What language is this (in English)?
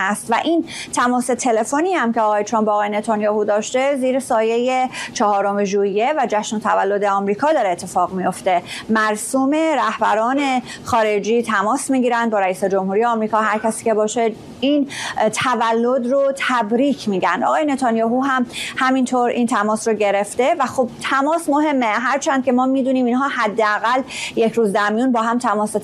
Persian